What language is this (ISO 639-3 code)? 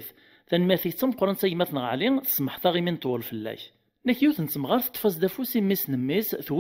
kab